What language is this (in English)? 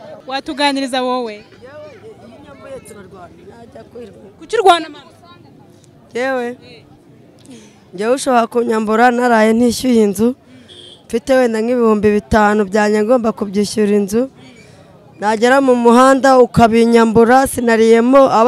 Kinyarwanda